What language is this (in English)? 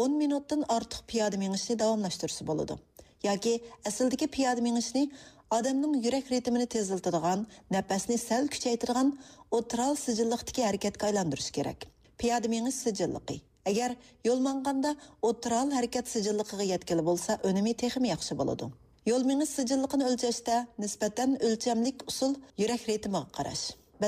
Uyghur